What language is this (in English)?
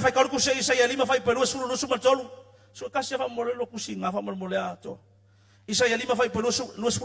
Samoan